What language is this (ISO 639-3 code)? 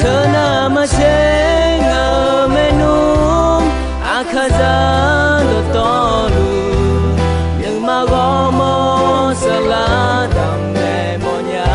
ahk